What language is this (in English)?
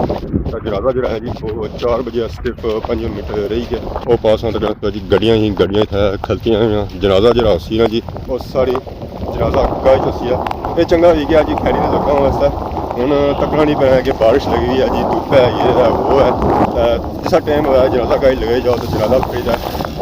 Pahari-Potwari